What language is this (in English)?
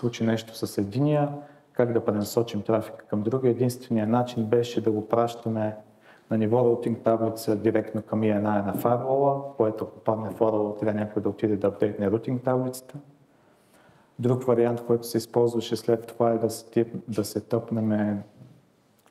Bulgarian